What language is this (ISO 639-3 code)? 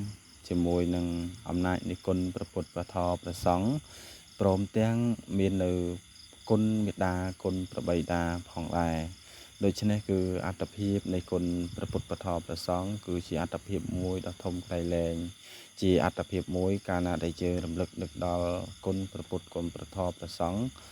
khm